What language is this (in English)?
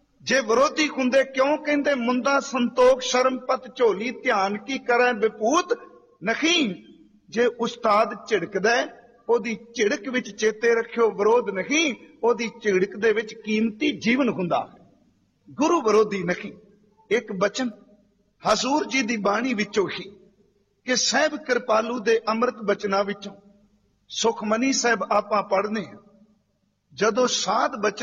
Punjabi